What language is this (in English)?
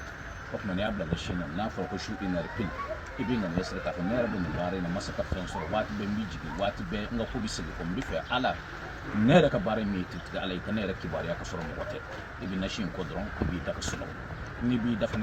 Bambara